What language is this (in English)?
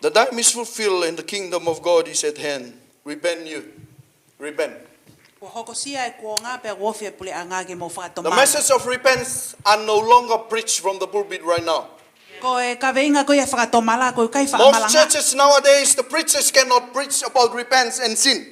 Tongan